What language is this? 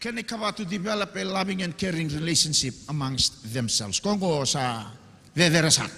Fijian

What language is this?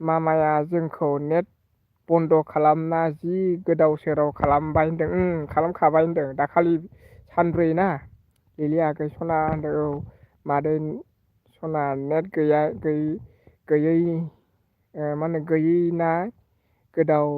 Bodo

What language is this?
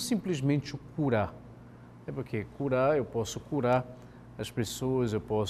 Portuguese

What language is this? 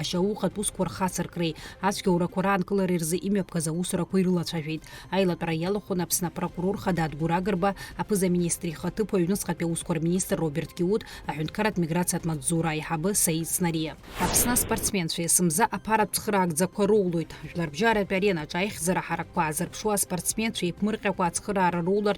Abkhazian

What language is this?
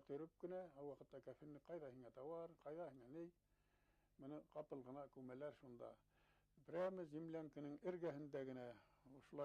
Bashkir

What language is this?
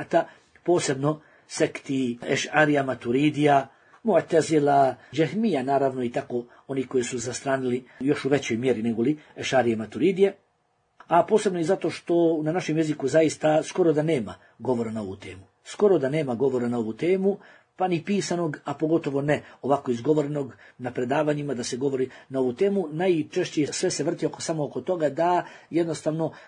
Bosnian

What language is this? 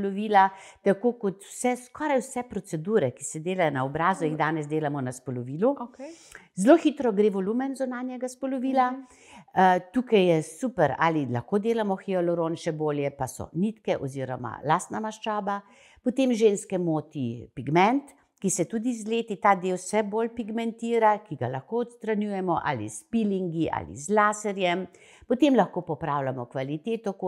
Slovenian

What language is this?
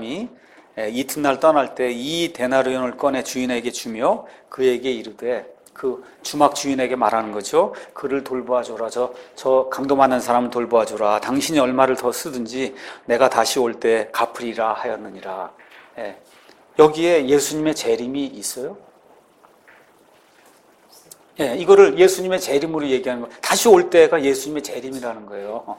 Korean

